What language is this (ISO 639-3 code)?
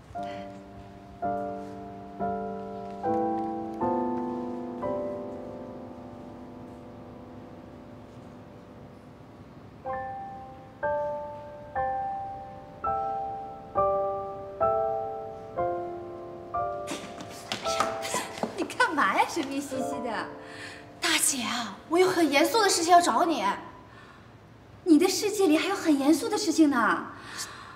zho